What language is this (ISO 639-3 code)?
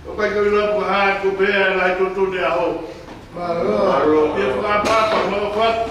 ton